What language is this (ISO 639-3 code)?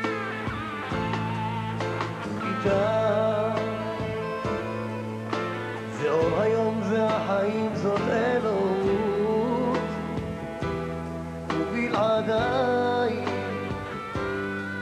heb